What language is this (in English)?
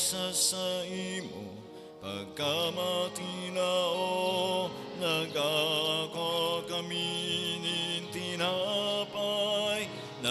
Bikol